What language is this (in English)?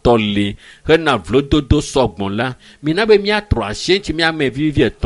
Ewe